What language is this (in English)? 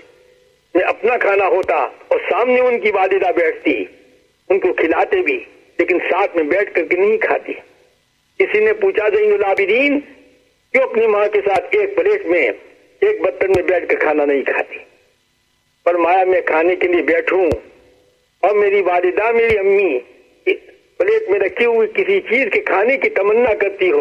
Urdu